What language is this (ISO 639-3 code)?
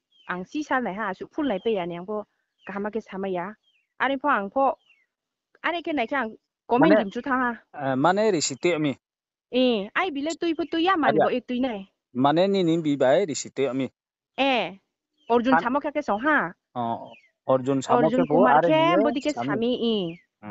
ria